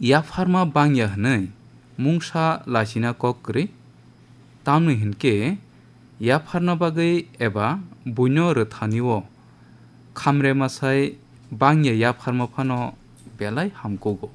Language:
Kok Borok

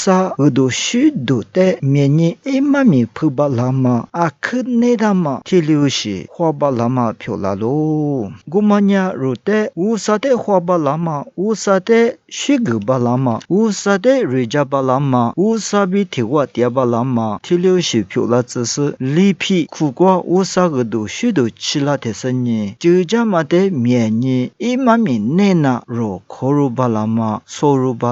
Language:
Lisu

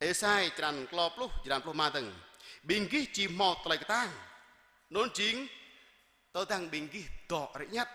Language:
Jarai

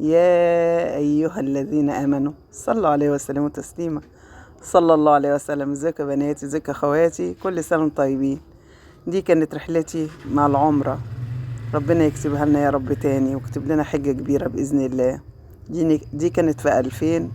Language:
Egyptian Arabic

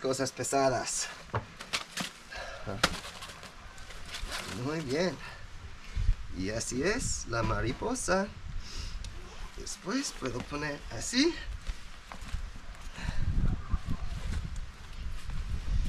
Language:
Spanish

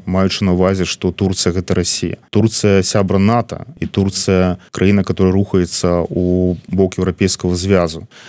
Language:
Belarusian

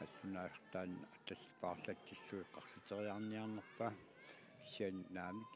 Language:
Kalaallisut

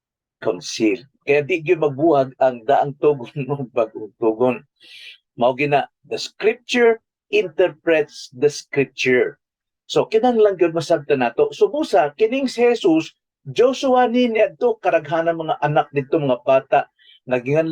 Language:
Cebuano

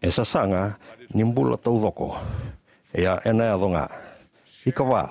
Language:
Fijian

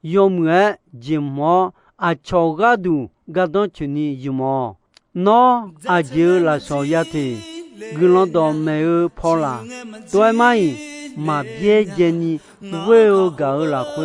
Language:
Akha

